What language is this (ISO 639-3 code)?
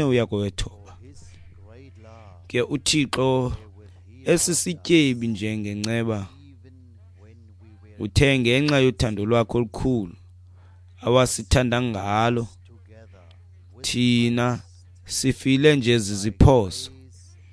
xho